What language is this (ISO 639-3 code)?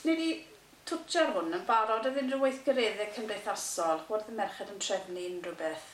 cym